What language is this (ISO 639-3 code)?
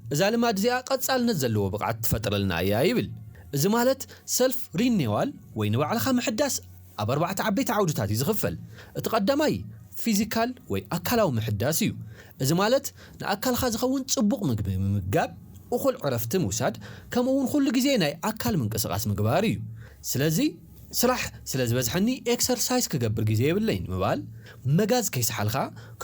tir